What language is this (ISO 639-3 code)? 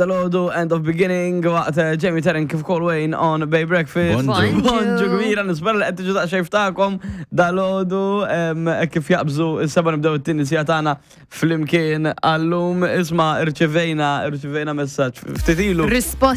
mlt